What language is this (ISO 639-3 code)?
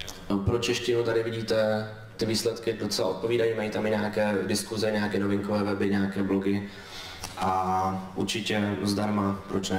ces